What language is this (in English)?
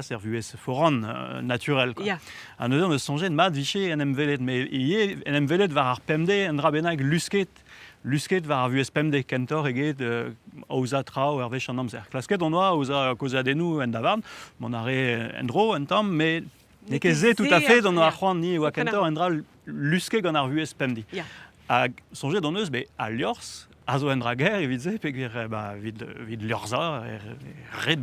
Breton